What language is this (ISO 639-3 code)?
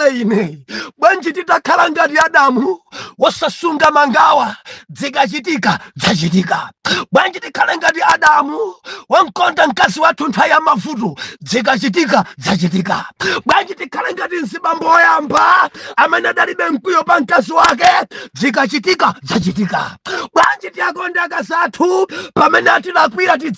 nya